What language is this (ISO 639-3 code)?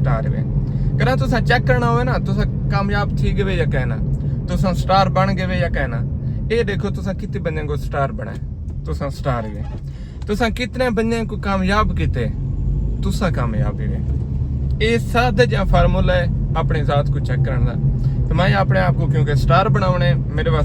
skr